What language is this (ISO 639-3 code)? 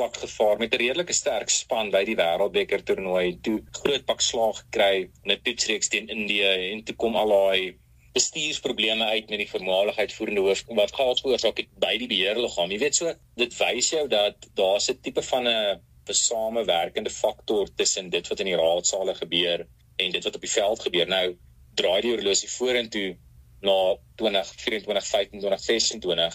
afr